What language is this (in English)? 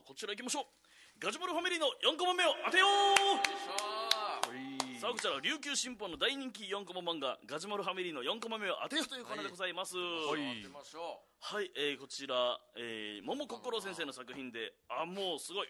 Japanese